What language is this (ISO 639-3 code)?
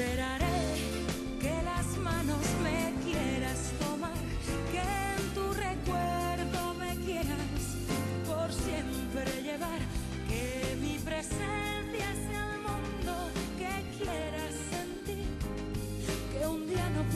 spa